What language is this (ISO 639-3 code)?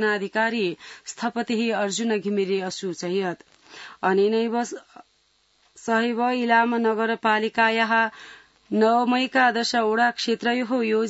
san